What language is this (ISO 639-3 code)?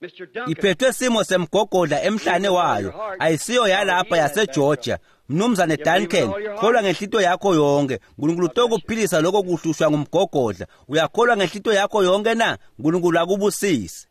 ssw